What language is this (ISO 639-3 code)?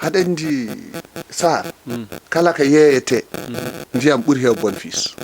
ful